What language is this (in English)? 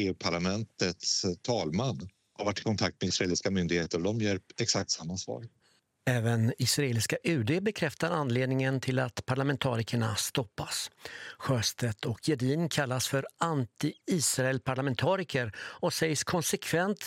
Swedish